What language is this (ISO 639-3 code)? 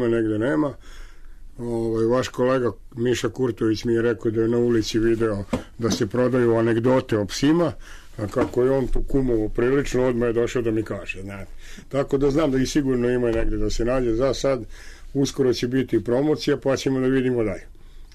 srp